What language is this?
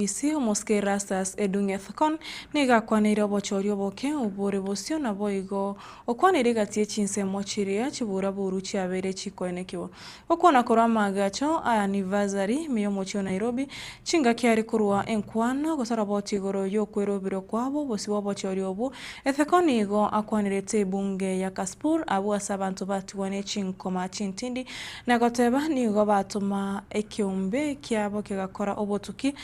Gusii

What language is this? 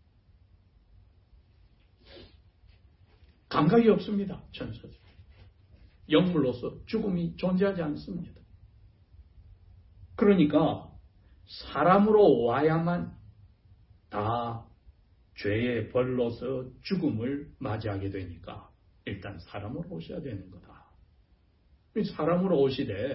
Korean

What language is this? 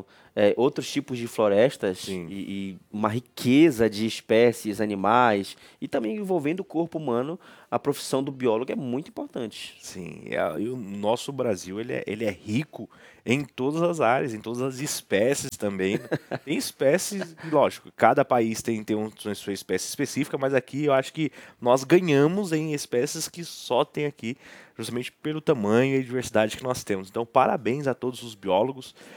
Portuguese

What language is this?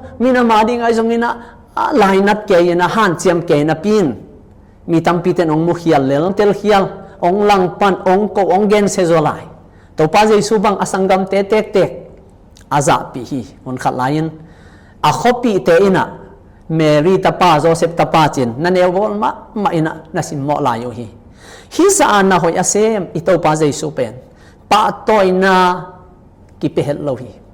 Tedim Chin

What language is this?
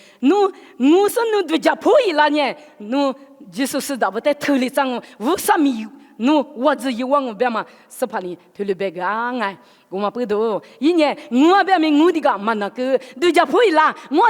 Lisu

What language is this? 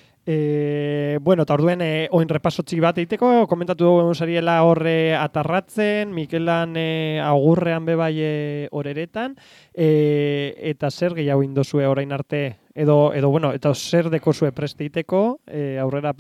Basque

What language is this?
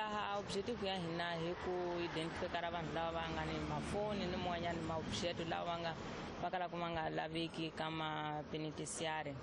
Tsonga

